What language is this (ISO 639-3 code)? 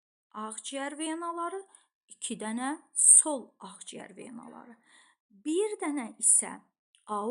aze